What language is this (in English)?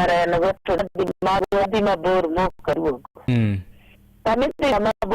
Luo (Kenya and Tanzania)